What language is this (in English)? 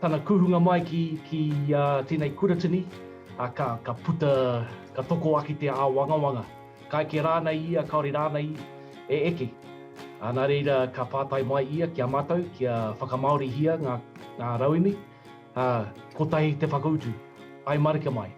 Māori